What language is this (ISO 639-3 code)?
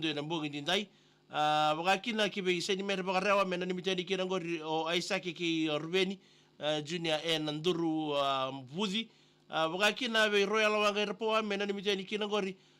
fij